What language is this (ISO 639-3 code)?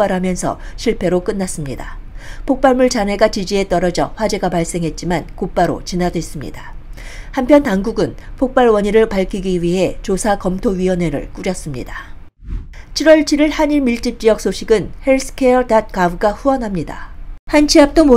kor